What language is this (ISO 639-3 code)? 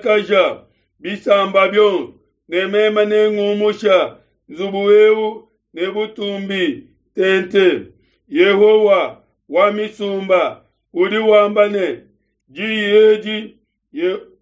lua